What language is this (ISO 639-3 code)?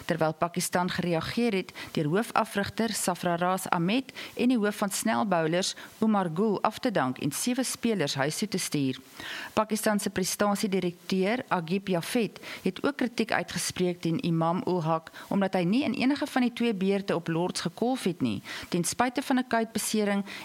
afr